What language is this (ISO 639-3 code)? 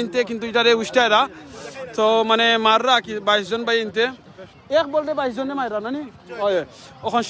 syl